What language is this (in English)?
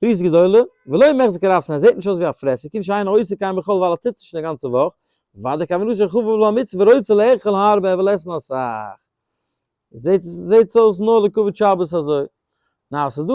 Yiddish